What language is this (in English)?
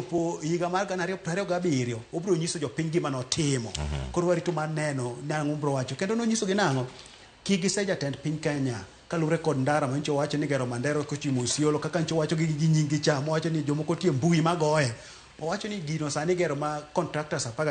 Luo (Kenya and Tanzania)